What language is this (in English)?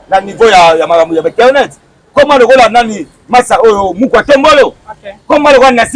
Lingala